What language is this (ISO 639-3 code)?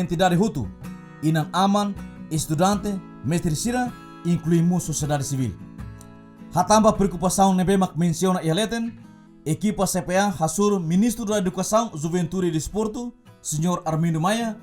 tet